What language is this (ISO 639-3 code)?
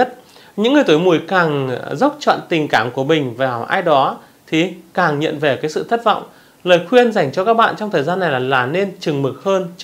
vie